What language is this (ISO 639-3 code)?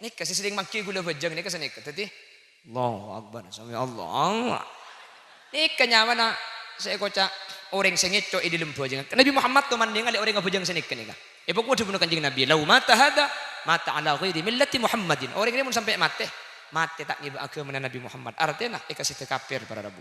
mad